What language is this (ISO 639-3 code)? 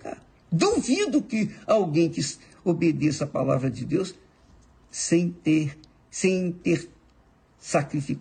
por